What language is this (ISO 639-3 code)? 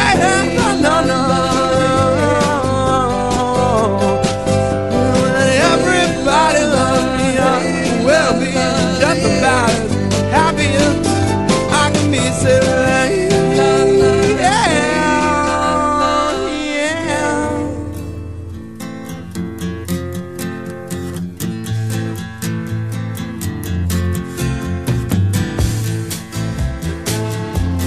eng